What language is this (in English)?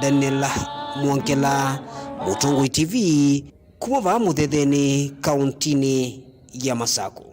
Kamba